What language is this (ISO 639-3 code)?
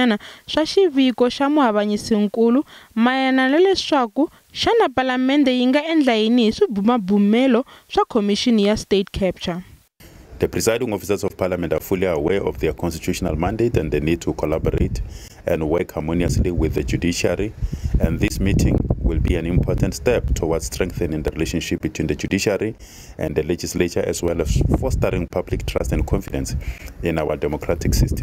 tso